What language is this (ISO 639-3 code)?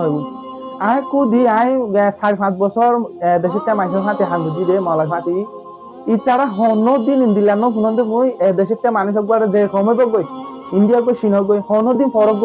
rhg